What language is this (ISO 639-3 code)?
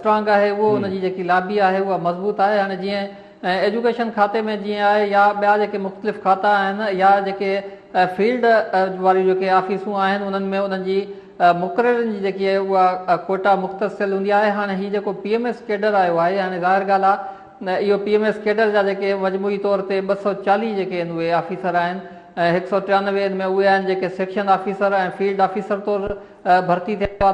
snd